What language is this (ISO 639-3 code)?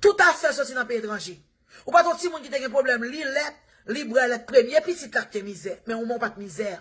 hat